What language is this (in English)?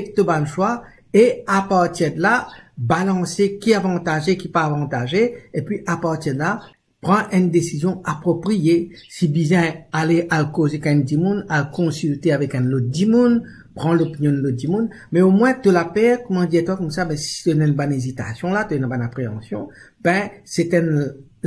Morisyen